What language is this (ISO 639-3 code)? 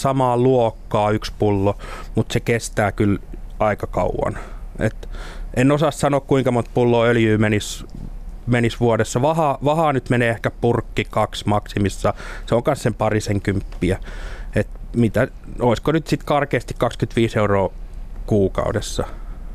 fin